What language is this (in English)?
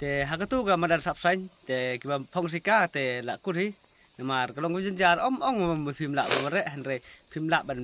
Khasi